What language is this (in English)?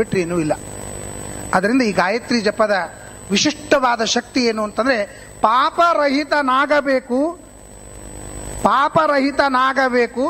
Kannada